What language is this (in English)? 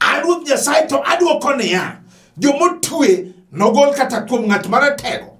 Luo (Kenya and Tanzania)